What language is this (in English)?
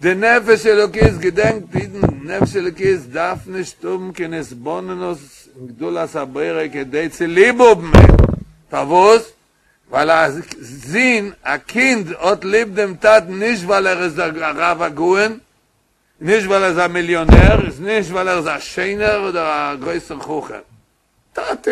Yiddish